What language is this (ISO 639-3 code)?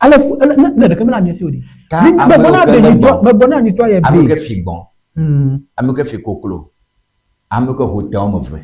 ewe